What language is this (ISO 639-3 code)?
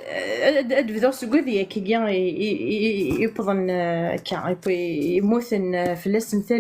kab